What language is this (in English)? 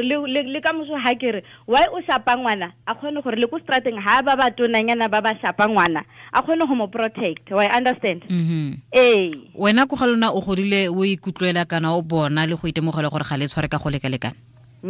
Tswana